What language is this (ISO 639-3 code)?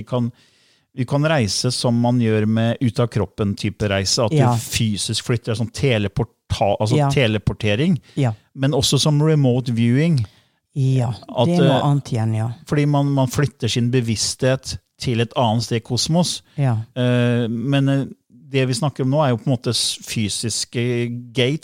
nor